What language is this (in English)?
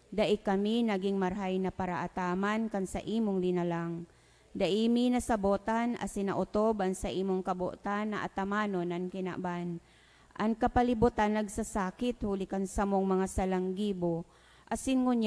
Bikol